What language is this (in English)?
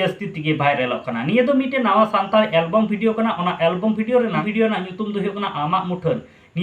Santali